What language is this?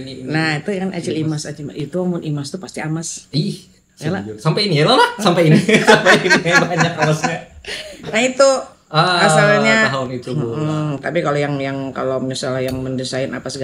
Banjar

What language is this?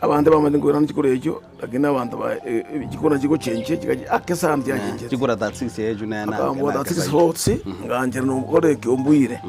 Gusii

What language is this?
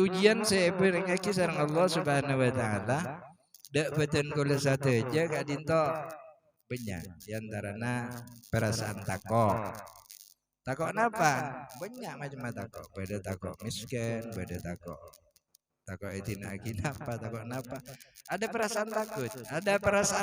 Madurese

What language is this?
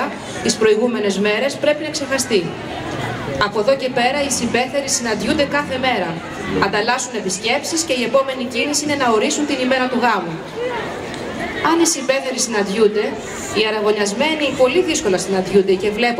Greek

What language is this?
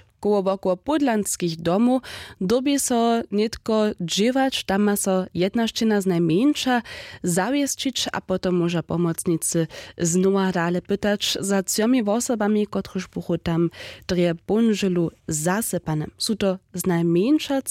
Upper Sorbian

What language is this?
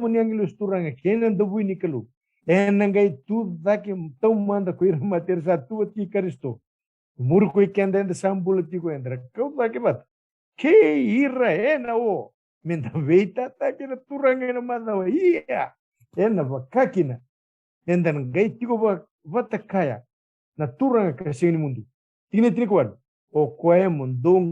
Fijian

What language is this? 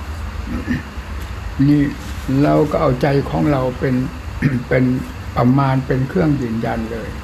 Thai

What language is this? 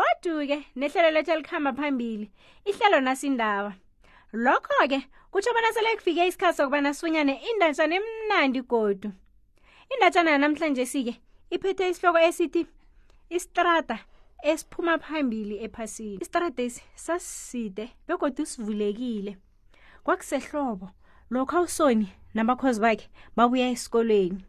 South Ndebele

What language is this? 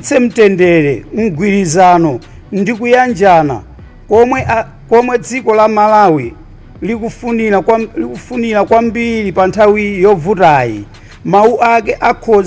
Nyanja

